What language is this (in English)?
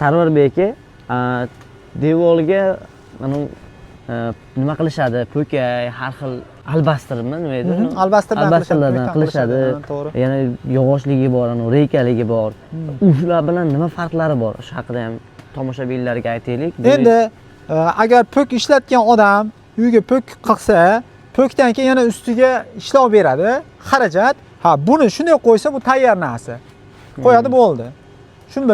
Uzbek